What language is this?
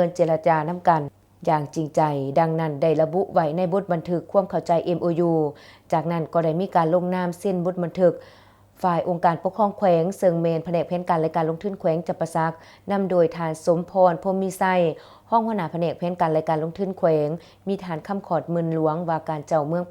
Lao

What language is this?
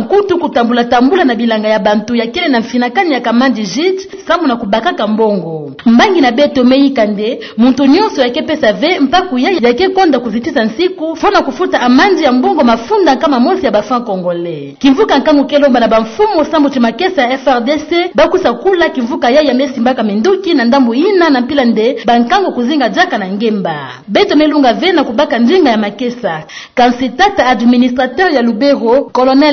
Kituba (Democratic Republic of Congo)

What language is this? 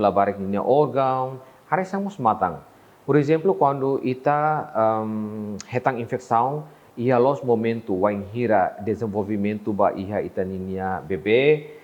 Tetum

